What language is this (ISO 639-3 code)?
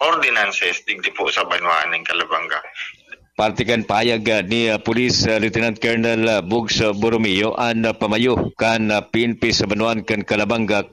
bik